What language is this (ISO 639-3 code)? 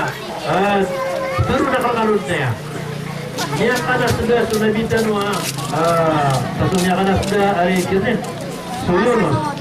mrw